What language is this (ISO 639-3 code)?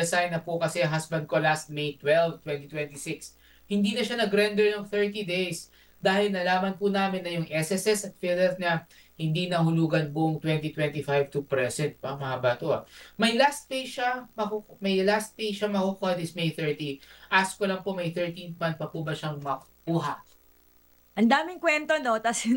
fil